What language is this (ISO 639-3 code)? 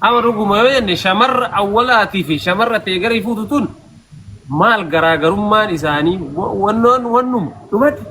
orm